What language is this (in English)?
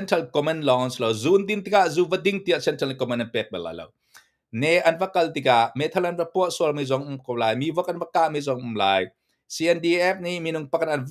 Hakha Chin